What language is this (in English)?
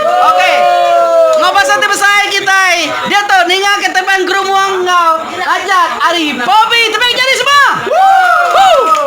Iban